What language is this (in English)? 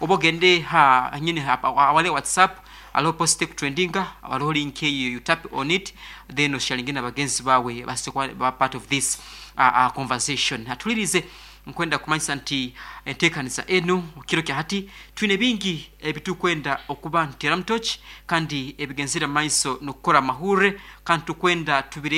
Nyankole